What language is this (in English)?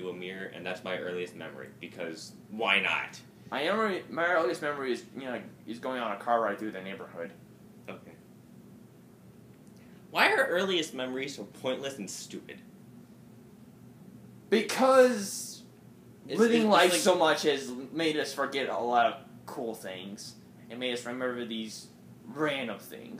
English